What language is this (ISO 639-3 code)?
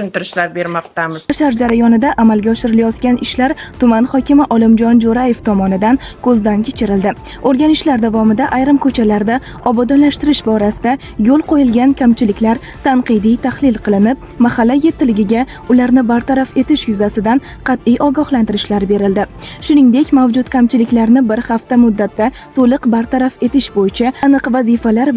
uzb